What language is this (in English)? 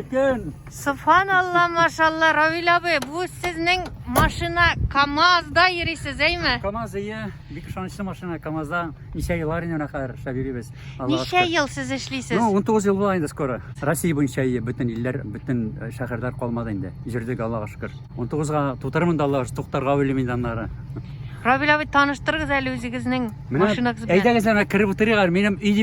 Tatar